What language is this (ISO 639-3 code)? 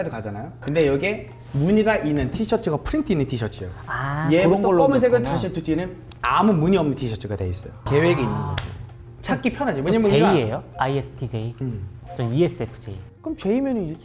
kor